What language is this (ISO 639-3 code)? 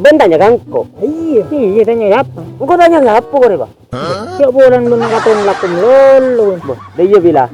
mad